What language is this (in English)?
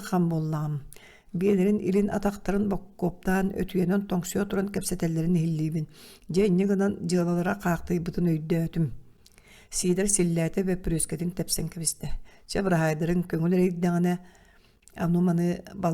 Yakut